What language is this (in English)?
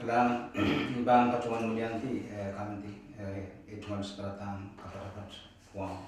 Pohnpeian